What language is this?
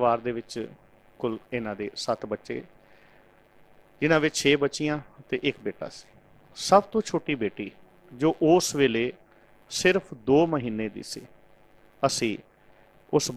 Punjabi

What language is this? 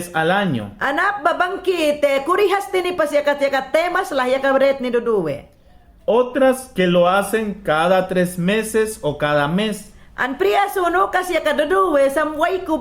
Mayangna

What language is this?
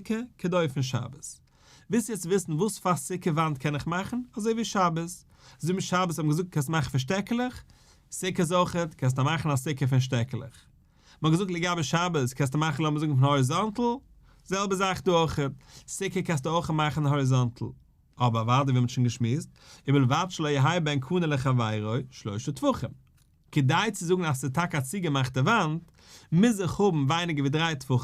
Yiddish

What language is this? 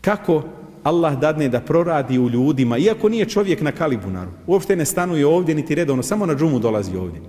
Bosnian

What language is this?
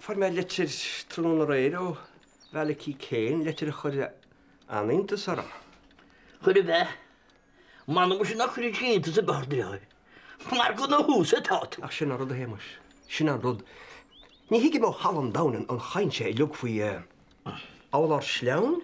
Irish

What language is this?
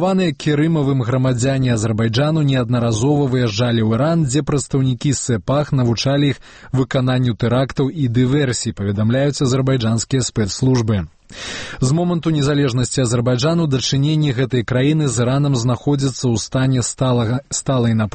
Belarusian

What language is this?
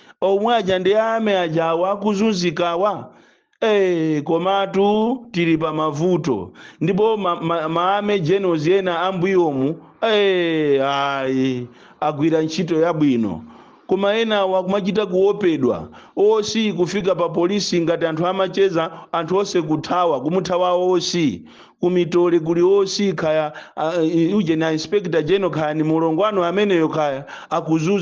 Nyanja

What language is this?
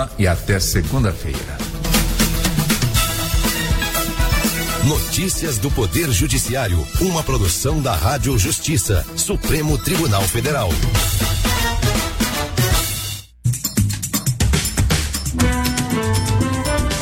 Portuguese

